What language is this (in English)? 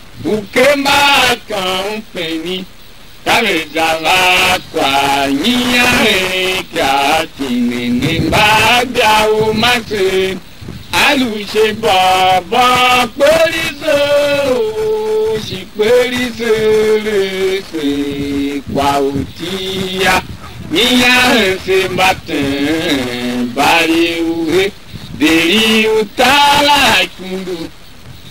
Tiv